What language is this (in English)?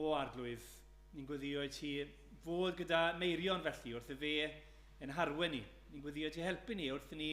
Welsh